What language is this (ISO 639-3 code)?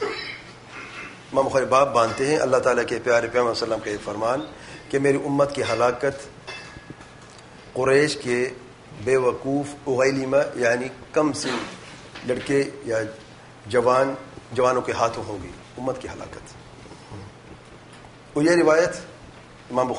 urd